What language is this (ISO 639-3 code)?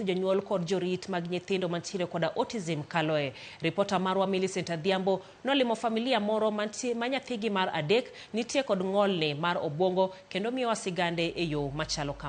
luo